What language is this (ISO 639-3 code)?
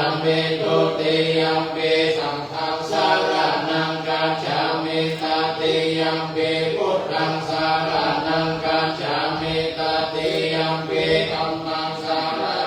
pli